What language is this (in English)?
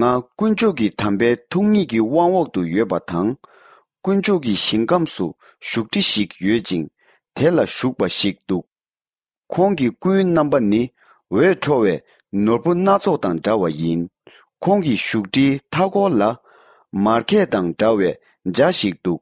Tibetan